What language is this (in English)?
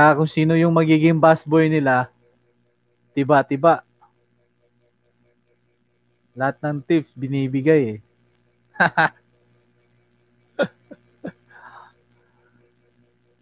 Filipino